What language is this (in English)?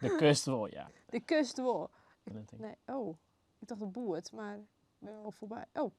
Western Frisian